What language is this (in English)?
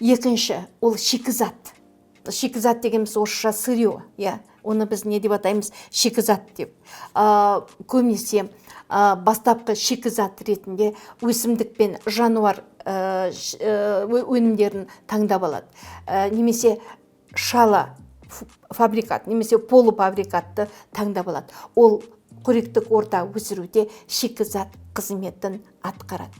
Kazakh